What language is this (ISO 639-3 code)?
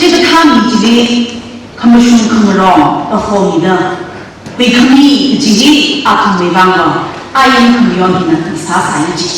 nmf